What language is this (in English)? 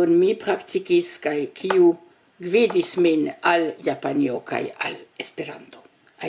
Esperanto